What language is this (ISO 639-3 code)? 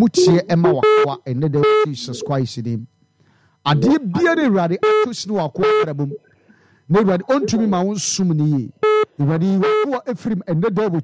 aka